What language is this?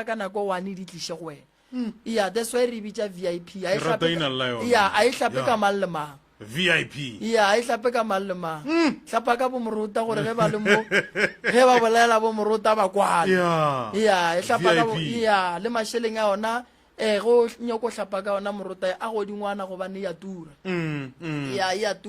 Northern Sotho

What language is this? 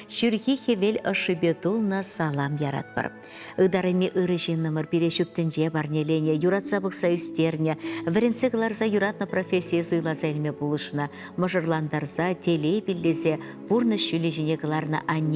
Chuvash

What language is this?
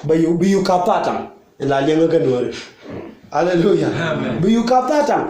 Nuer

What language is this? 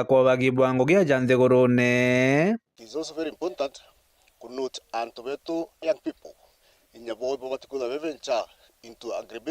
Meru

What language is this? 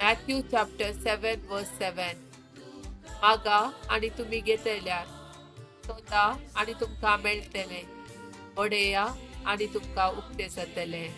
Konkani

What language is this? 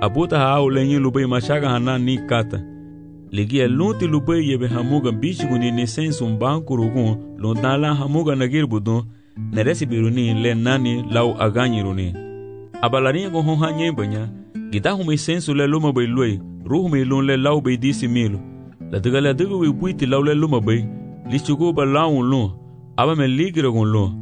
Garifuna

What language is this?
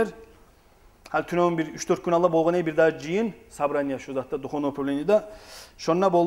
Kumyk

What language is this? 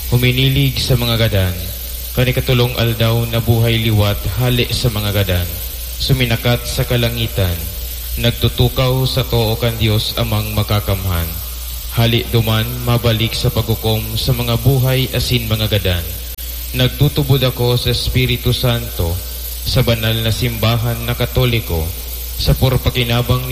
Bikol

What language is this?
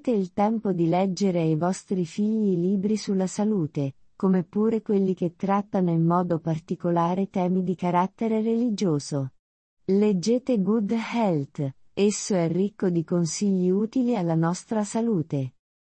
Italian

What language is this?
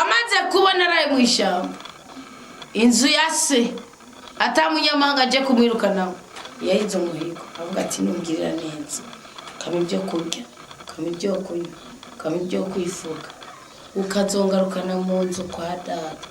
Rundi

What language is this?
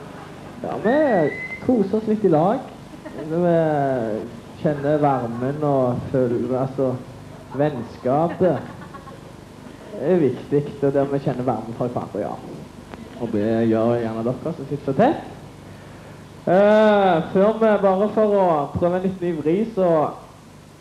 Norwegian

